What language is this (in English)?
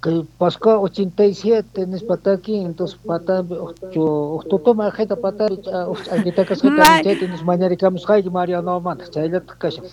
South Bolivian Quechua